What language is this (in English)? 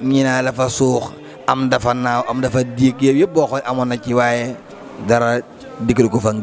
Wolof